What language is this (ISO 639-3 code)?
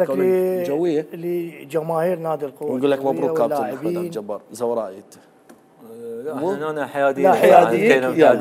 acm